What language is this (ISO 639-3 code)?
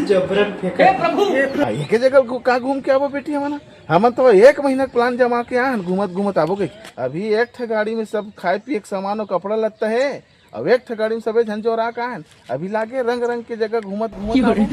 hne